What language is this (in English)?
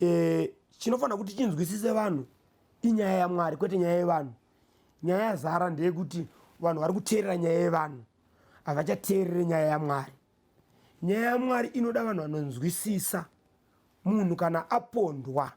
Shona